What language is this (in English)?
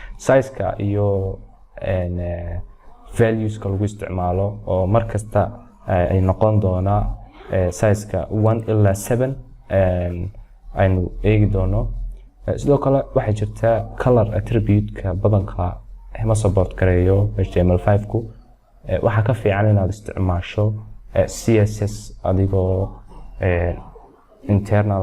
Somali